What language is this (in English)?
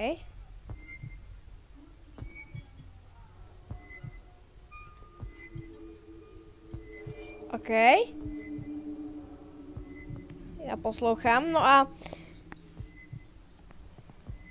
Czech